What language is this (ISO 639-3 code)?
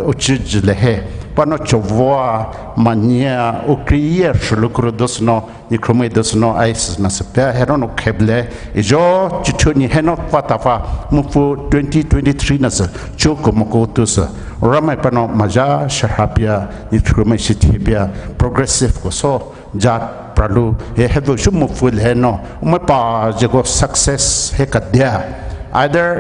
pmx